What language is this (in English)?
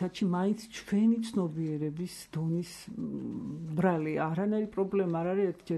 Georgian